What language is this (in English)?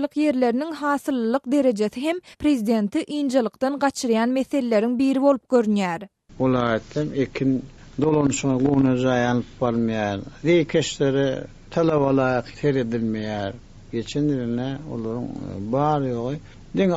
Turkmen